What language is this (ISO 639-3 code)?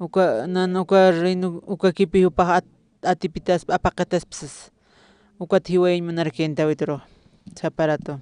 aym